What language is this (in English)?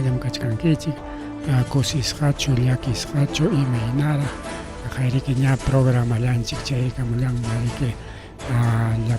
Ayacucho Quechua